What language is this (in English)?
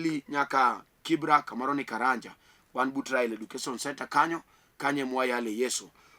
Luo (Kenya and Tanzania)